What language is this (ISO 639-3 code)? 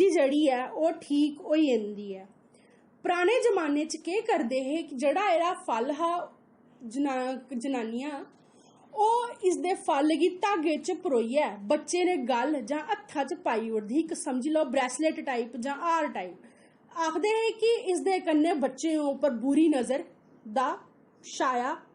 doi